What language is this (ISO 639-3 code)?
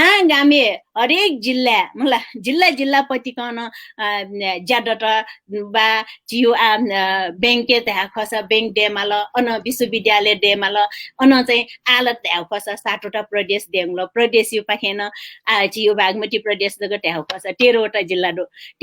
new